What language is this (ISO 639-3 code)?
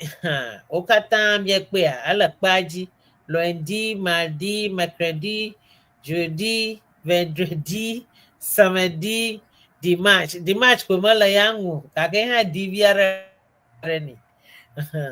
ewe